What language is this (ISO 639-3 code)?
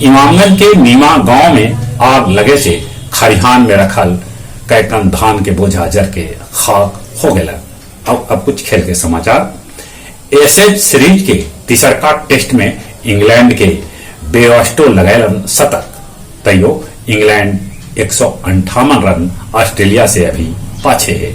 mag